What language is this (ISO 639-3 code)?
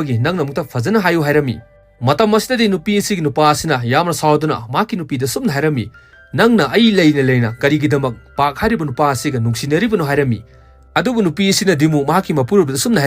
mni